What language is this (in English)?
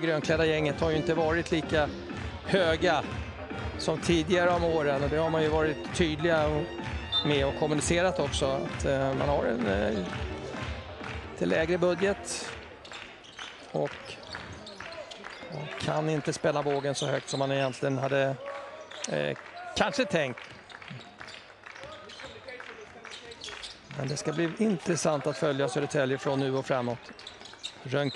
Swedish